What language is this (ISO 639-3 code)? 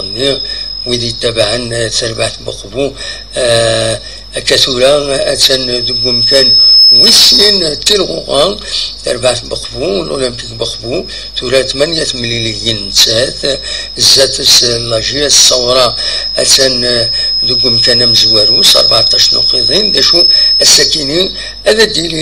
kab